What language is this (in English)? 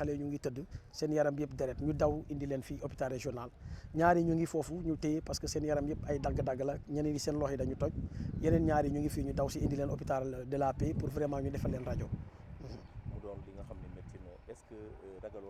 Wolof